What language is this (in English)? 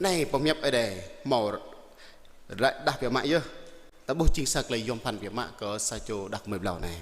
Jarai